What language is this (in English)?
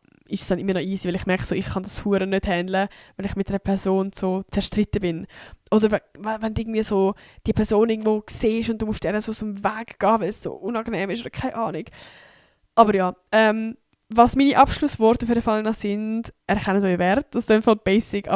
Swiss German